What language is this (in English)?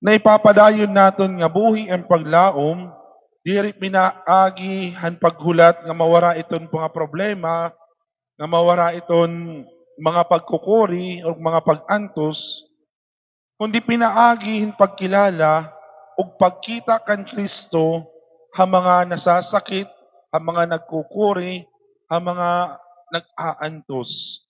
Waray